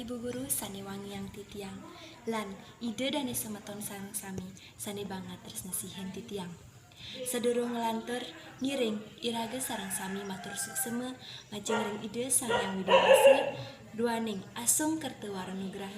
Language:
Balinese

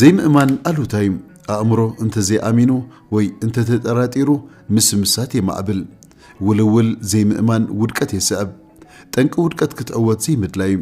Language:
Tigrinya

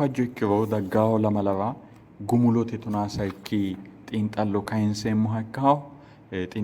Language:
Sidamo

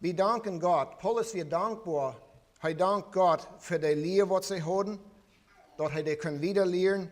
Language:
Plautdietsch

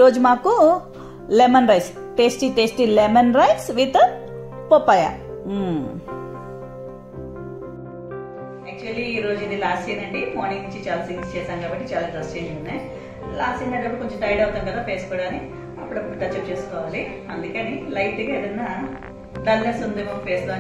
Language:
Telugu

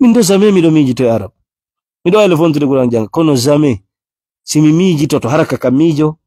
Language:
Fula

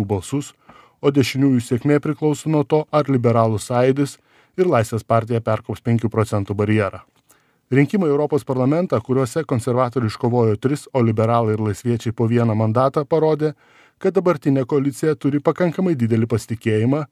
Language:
Lithuanian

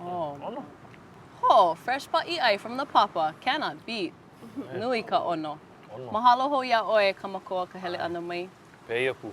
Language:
Hawaiian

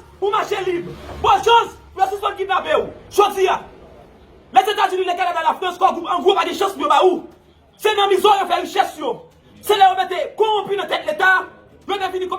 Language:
Haitian Creole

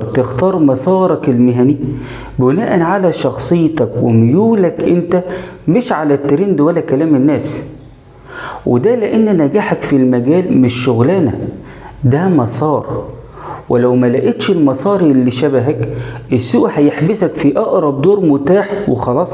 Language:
Egyptian Arabic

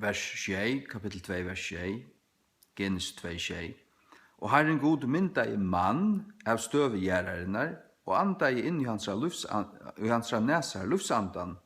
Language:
Faroese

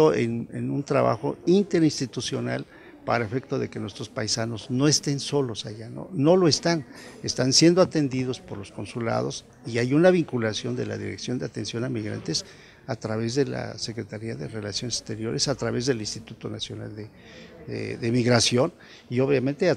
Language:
Spanish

